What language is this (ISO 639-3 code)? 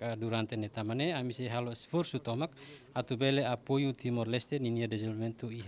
tet